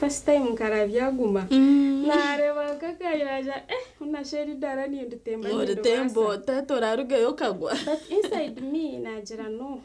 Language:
Nyankole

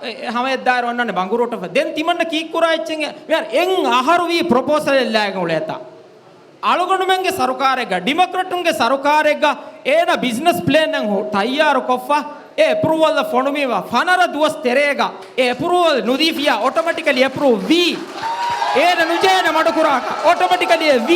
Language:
Divehi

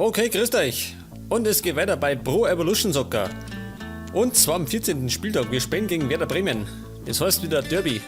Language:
Bavarian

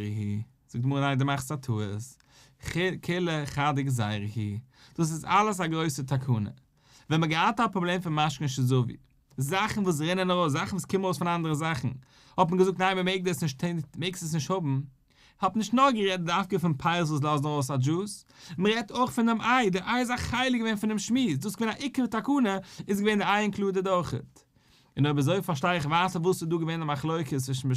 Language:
Yiddish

